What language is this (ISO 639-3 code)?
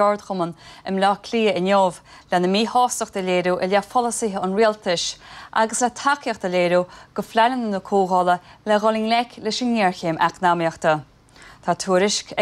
gle